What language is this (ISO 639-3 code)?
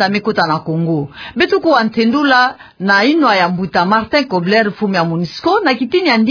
ktu